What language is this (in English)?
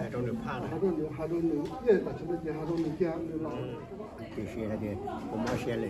Hmong